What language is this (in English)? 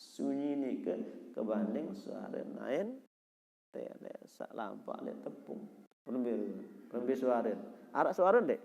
Sasak